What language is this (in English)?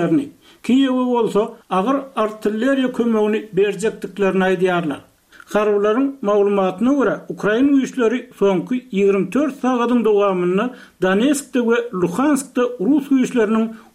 Turkmen